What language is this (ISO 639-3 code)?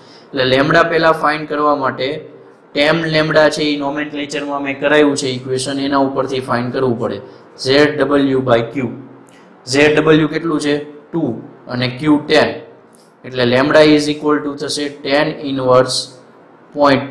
guj